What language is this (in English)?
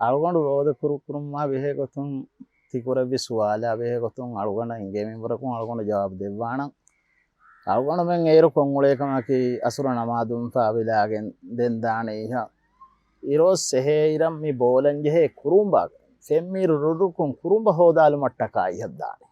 Divehi